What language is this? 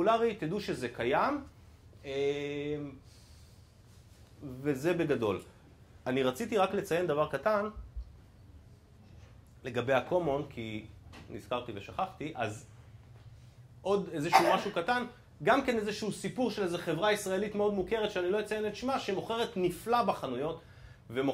Hebrew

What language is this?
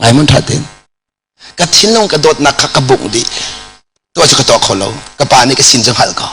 Hakha Chin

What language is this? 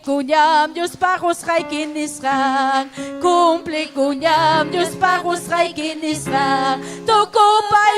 Ayacucho Quechua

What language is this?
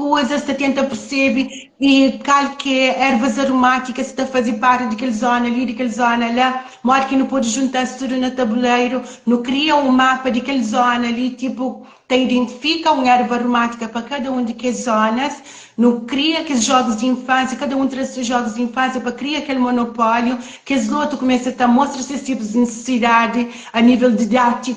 Kabuverdianu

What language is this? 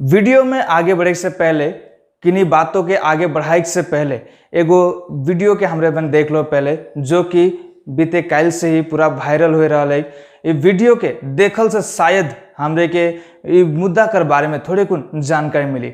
Sadri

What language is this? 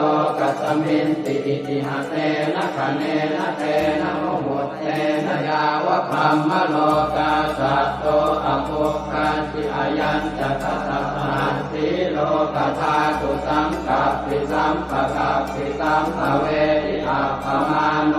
Pali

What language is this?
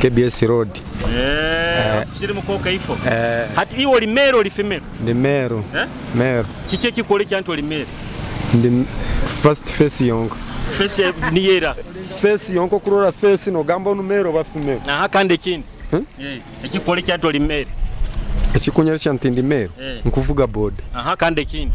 Nyoro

